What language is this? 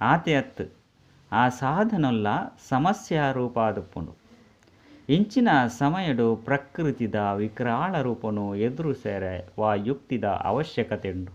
Tulu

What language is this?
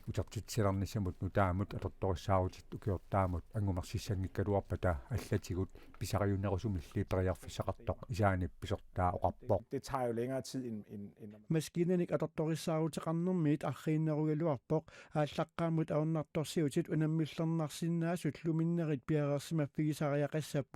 Kalaallisut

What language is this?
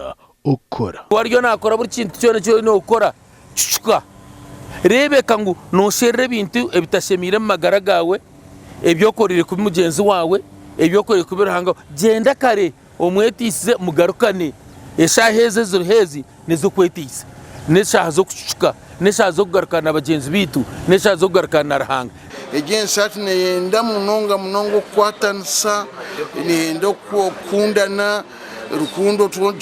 Nyankole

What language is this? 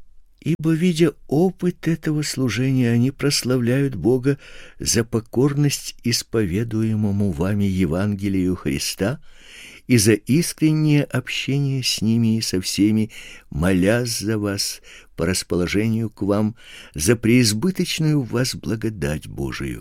Russian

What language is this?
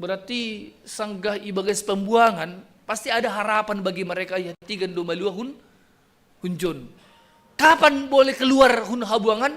Batak Simalungun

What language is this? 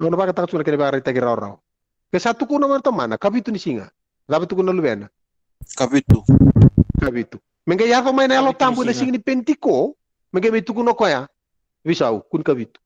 Fijian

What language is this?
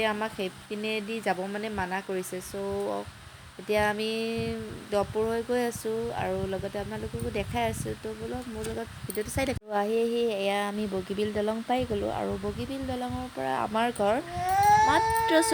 Assamese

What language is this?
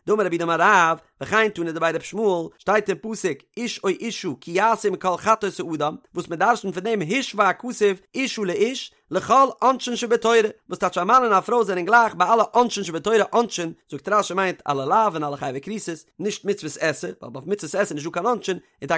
Yiddish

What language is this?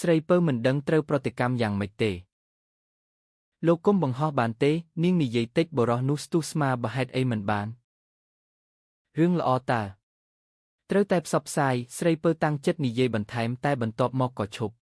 Khmer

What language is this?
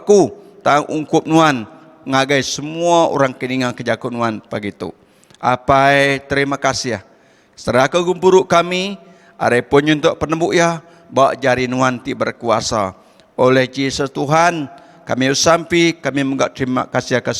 Iban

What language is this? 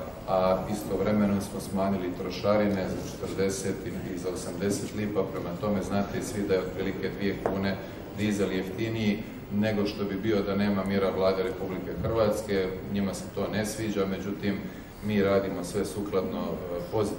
Croatian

